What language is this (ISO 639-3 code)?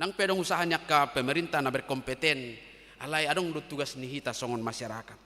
bbc